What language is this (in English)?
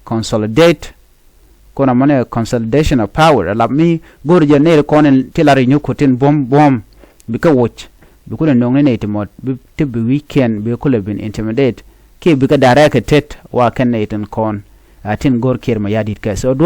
Nuer